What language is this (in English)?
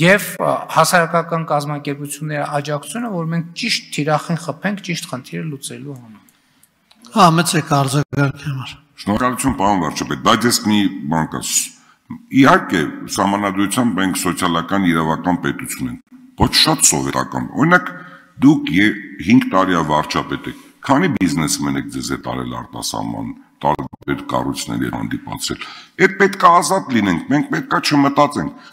Armenian